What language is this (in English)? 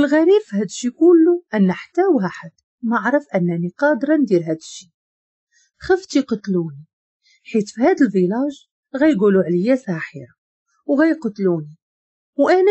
Moroccan Arabic